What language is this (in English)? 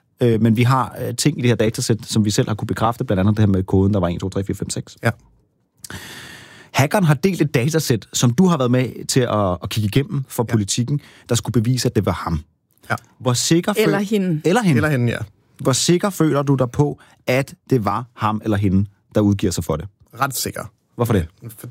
Danish